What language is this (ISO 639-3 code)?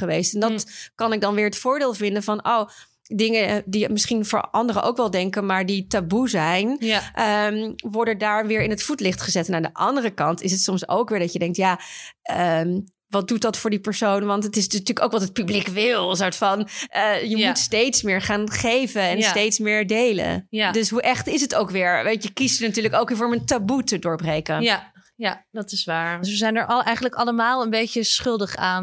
nld